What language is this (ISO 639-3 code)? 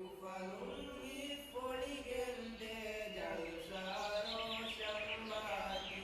div